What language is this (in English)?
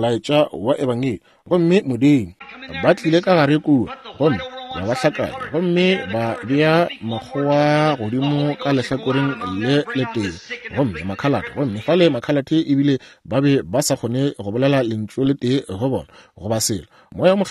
Northern Sotho